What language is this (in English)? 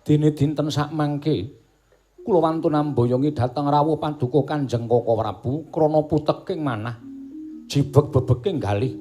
Javanese